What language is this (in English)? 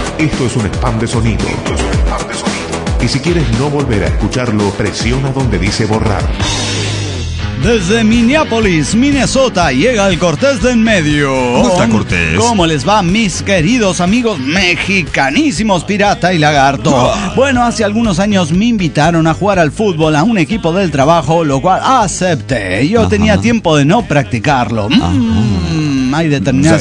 Spanish